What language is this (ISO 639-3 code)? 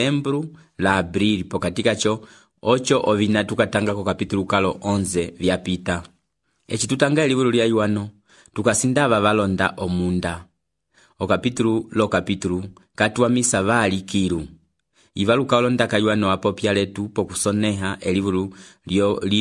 umb